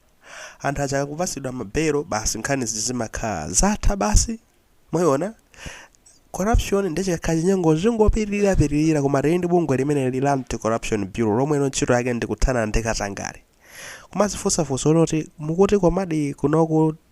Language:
Nyanja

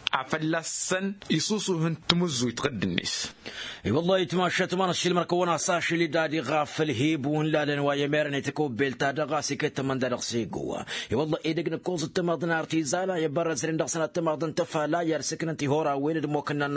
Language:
Tamasheq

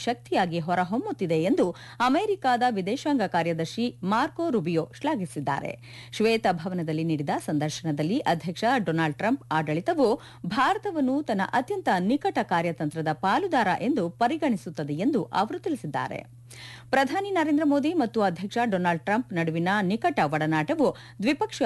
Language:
Kannada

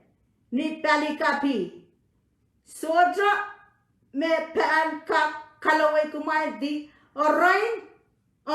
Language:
Pohnpeian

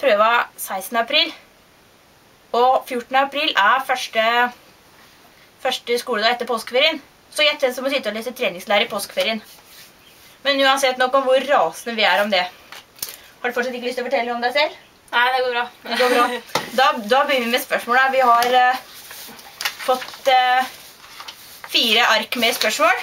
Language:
Norwegian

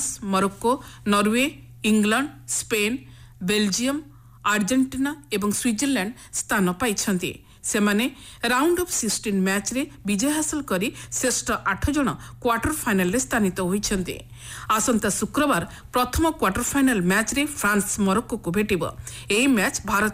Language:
Odia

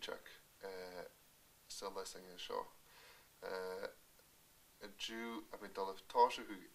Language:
Scottish Gaelic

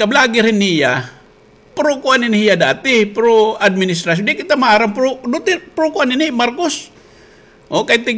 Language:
Waray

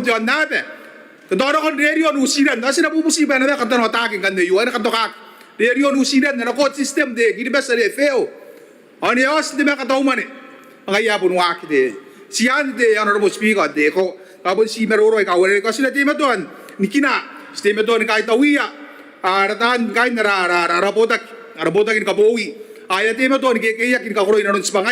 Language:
Gilbertese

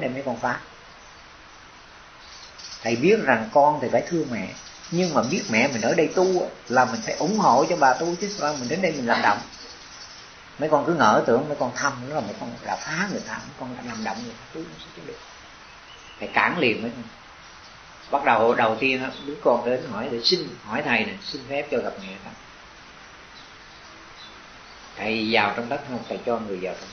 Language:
Vietnamese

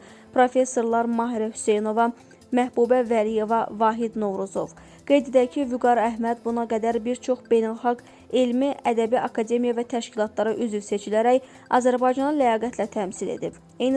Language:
Azerbaijani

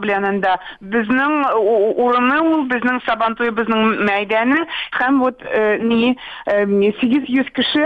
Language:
Tatar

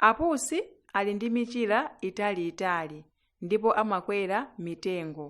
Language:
Nyanja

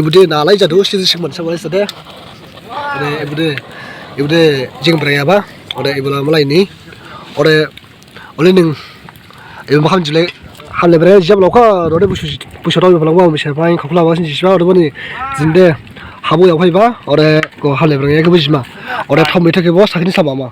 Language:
Dimasa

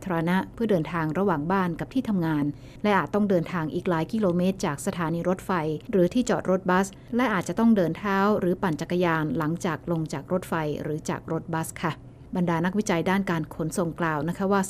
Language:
Thai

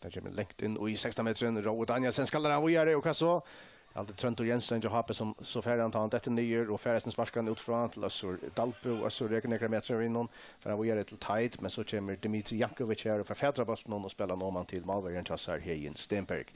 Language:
Faroese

